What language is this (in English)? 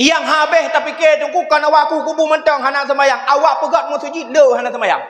Achinese